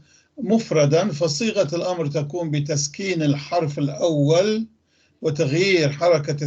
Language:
North Levantine Arabic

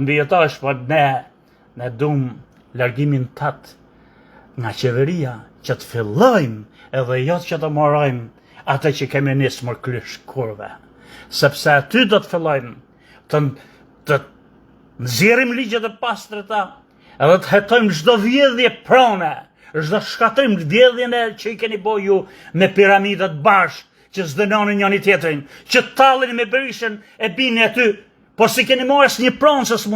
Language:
Albanian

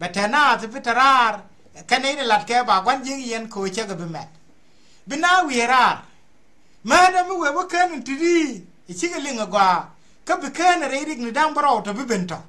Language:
Nuer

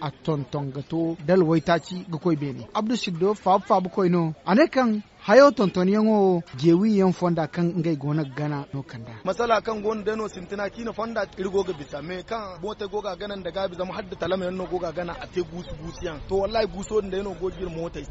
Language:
Zarma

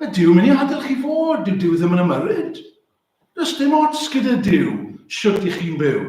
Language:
Welsh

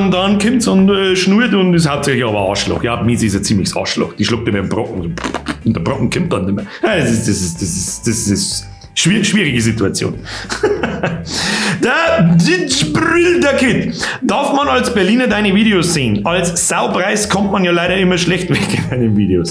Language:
Bavarian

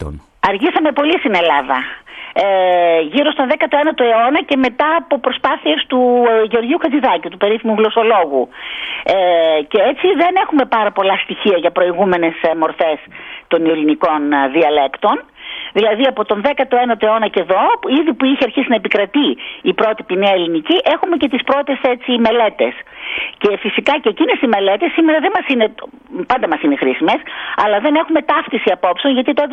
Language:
Greek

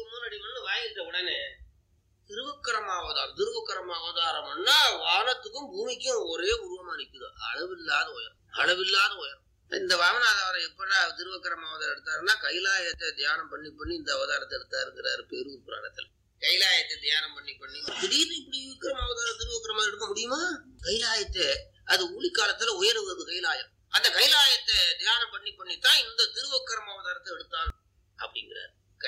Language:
Tamil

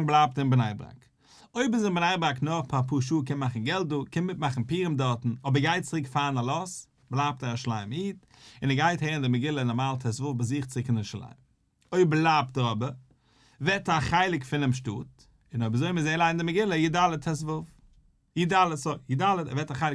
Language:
Yiddish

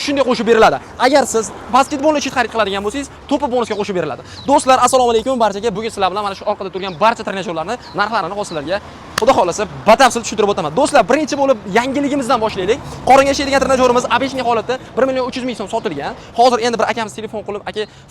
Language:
Uzbek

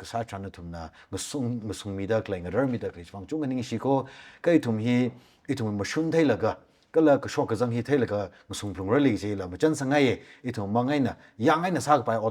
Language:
Tangkhul Naga (India)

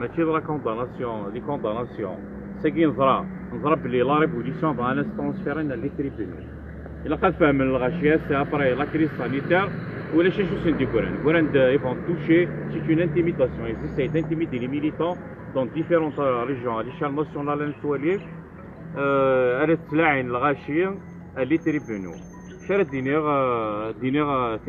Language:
Kabyle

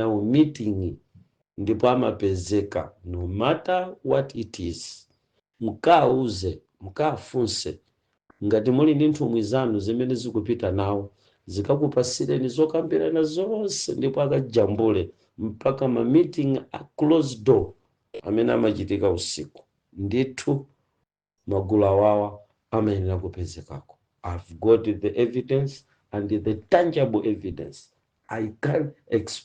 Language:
Nyanja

